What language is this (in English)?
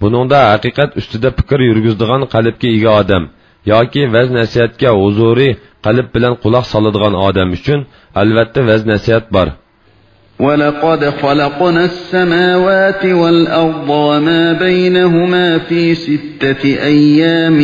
Uyghur